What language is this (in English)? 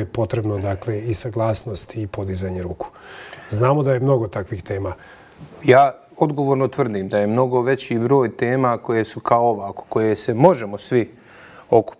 Bosnian